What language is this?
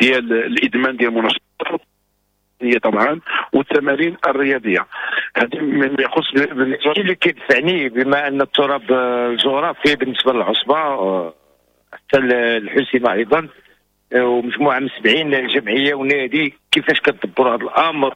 Moroccan Arabic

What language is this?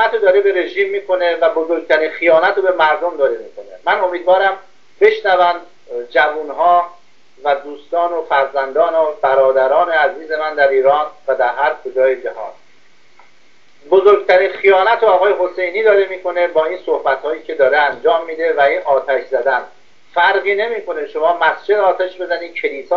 Persian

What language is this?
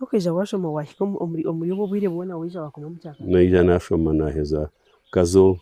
Nyankole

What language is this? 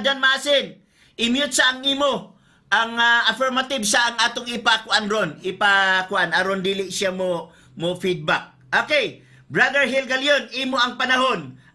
Cebuano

